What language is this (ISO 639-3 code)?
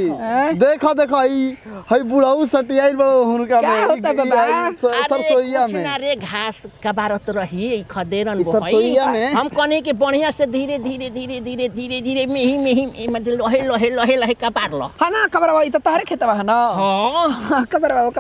bho